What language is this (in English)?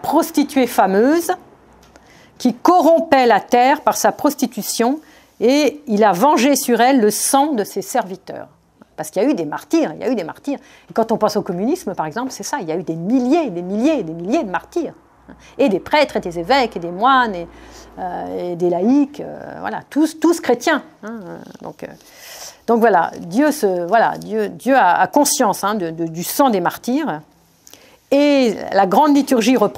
French